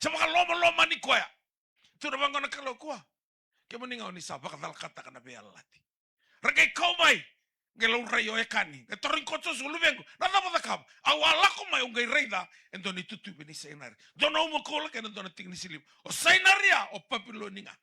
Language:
Fijian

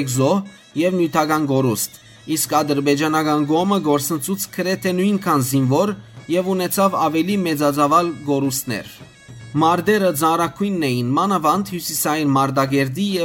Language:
Western Armenian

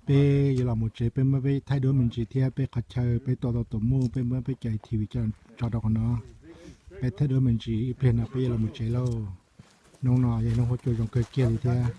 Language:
Hmong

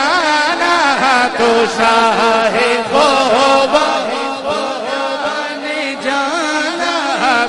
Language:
Urdu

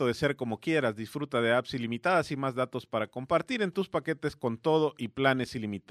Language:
Spanish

